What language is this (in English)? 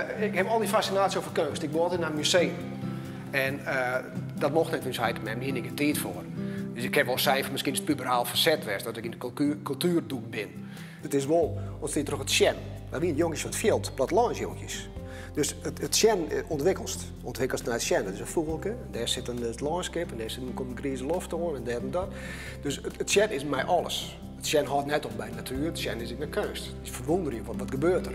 Western Frisian